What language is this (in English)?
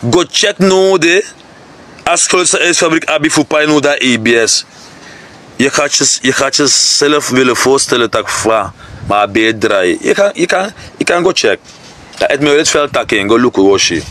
Sranan Tongo